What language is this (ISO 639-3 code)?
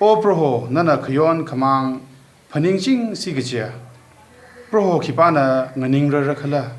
nmf